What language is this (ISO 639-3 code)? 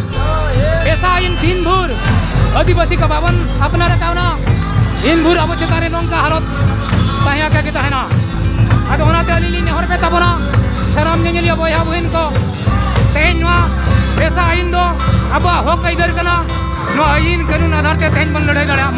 sat